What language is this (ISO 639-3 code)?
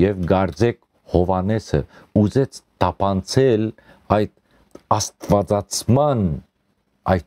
hyw